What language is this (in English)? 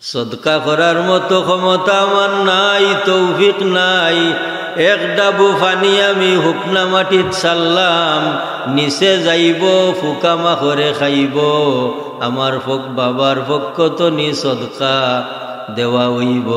Sylheti